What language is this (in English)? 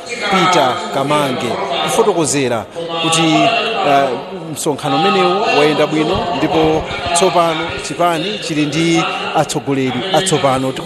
Nyanja